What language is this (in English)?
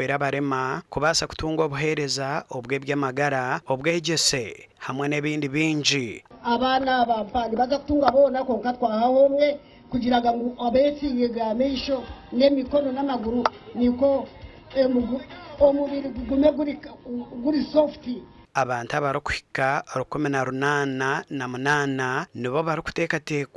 Nyankole